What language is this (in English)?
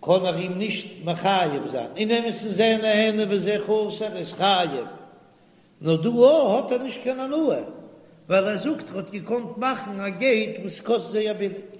Yiddish